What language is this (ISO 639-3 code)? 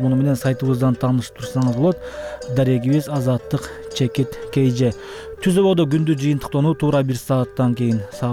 kir